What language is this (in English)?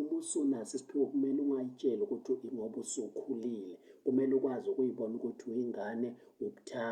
Zulu